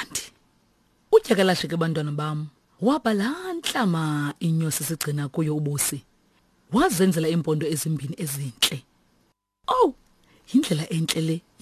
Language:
Xhosa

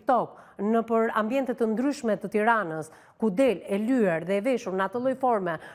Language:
Albanian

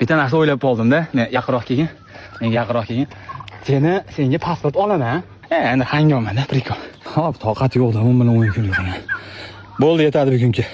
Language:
Uzbek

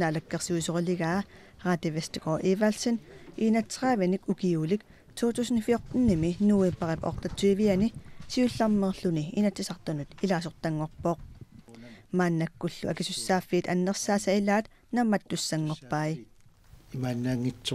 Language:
Kalaallisut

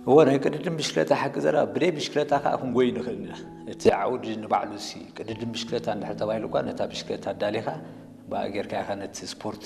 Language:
Tigrinya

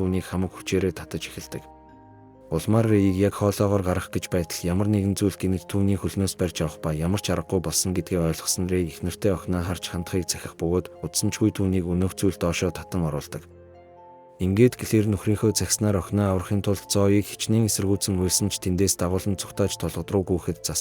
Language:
Mongolian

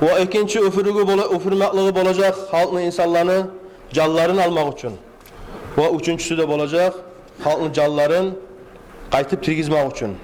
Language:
Kumyk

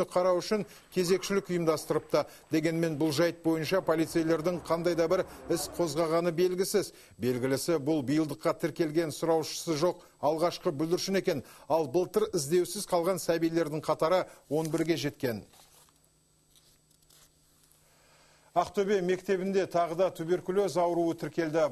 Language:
Kazakh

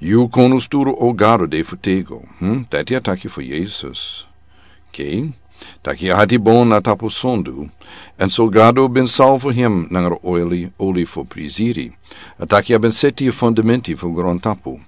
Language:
Sranan Tongo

